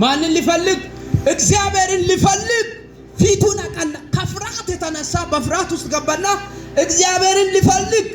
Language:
Amharic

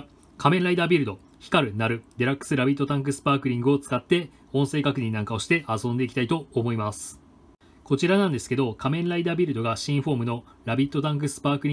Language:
Japanese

